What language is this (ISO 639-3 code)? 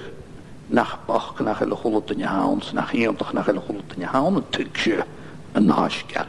gla